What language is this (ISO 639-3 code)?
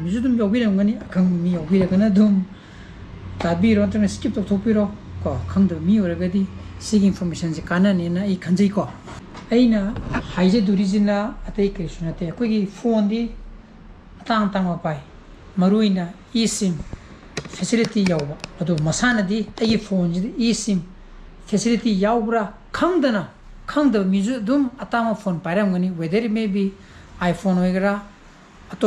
mni